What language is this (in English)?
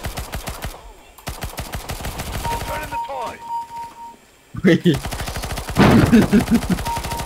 Bulgarian